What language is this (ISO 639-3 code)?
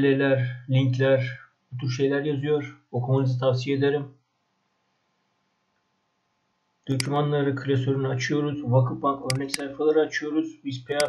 tur